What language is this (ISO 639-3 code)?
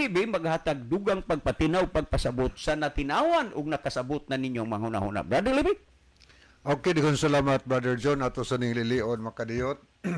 ceb